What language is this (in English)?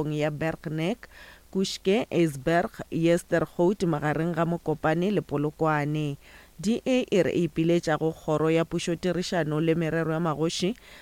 Northern Sotho